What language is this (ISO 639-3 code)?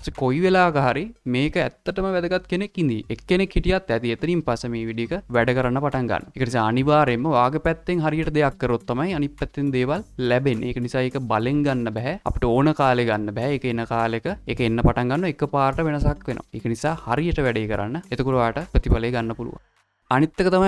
sin